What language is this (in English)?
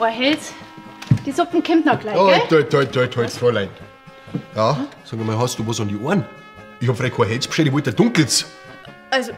Bavarian